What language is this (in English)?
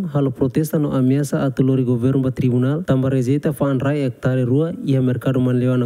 Tetum